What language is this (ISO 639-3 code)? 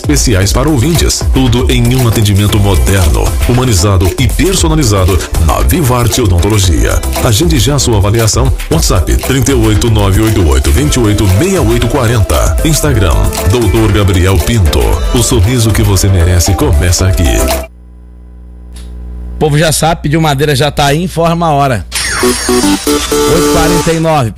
por